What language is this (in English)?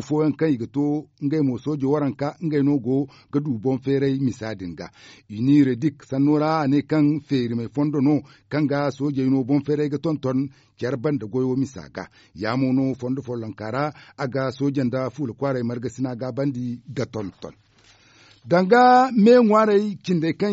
Zarma